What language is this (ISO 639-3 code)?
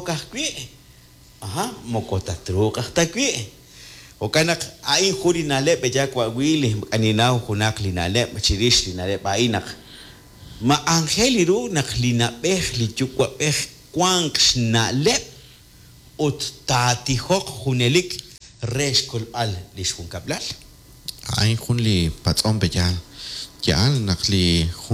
kek